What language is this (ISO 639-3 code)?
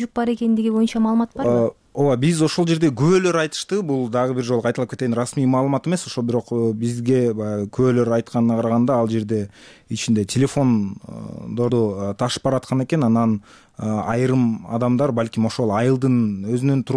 kir